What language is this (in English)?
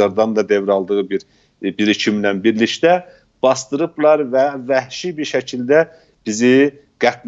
South Azerbaijani